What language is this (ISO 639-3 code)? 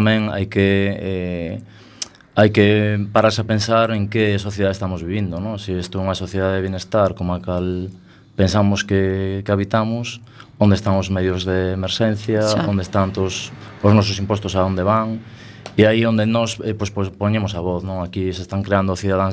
glg